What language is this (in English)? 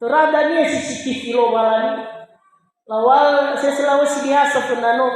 Nias